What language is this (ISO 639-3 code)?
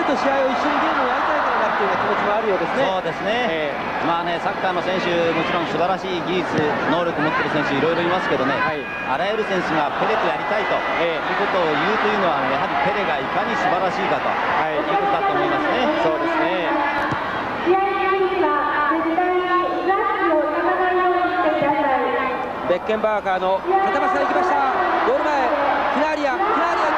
jpn